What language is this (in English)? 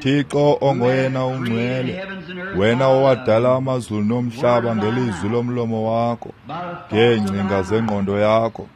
Xhosa